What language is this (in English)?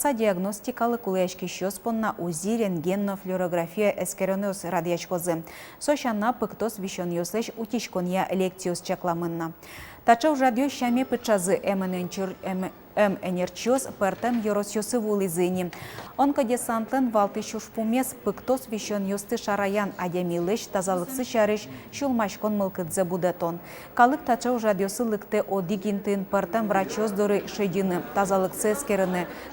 Udmurt